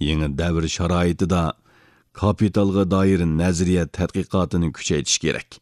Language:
Uyghur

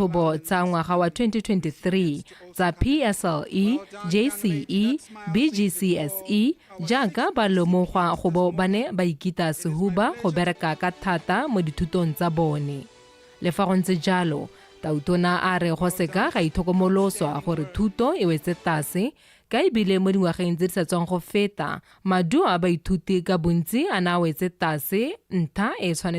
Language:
Tswana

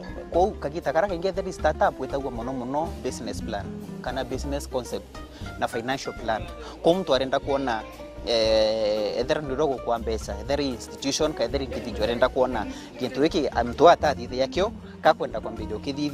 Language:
Meru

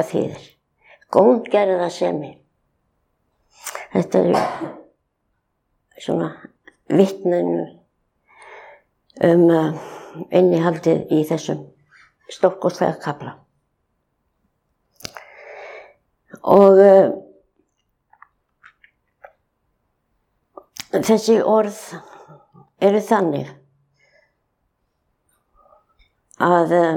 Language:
Icelandic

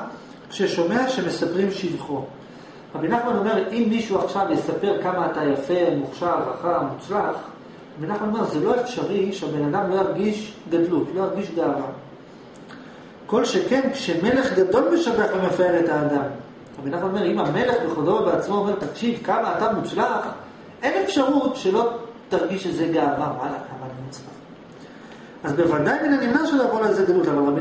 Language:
Hebrew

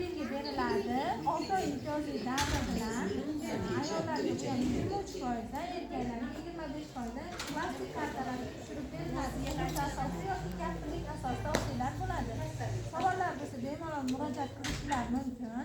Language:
Uzbek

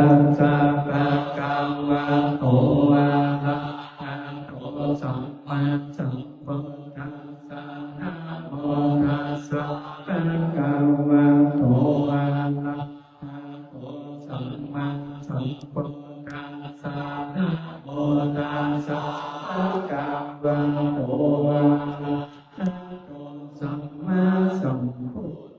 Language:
Pali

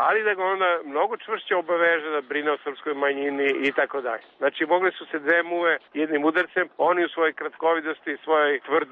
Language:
Serbian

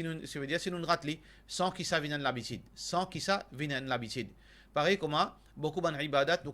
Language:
Morisyen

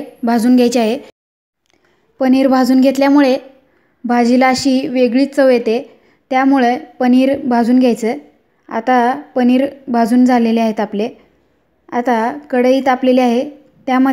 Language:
Marathi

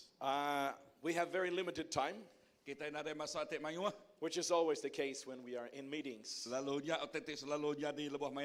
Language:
Iban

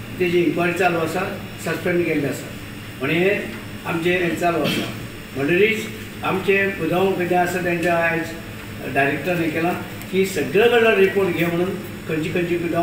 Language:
Konkani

